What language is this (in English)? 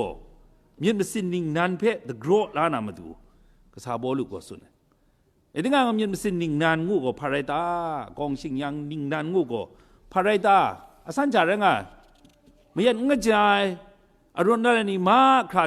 Kachin